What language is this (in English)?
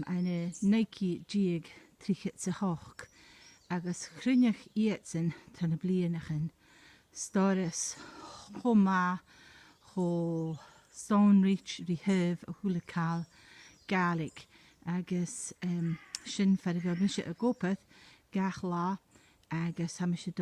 Scottish Gaelic